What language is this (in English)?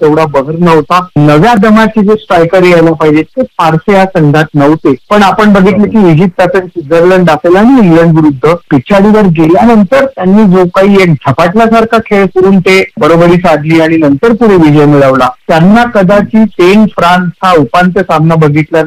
Marathi